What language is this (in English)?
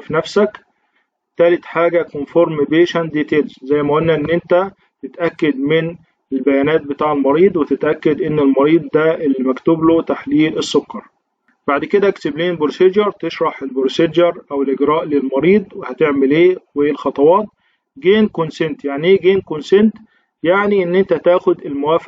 Egyptian Arabic